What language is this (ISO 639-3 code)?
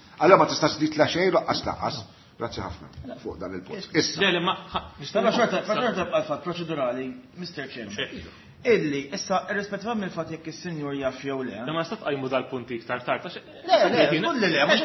mlt